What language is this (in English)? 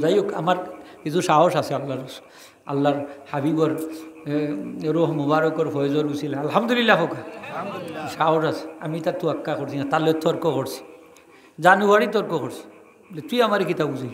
Sylheti